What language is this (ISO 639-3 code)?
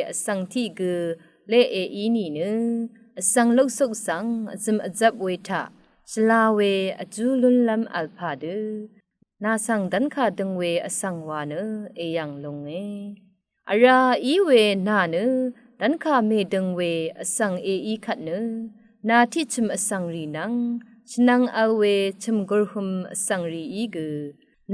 raw